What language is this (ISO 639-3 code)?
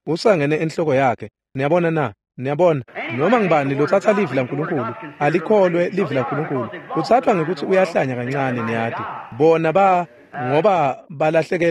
ssw